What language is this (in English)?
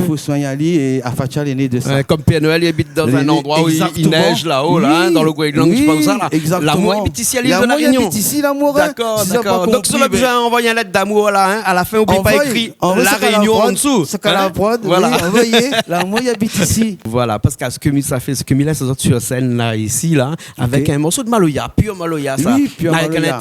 Réunion Creole French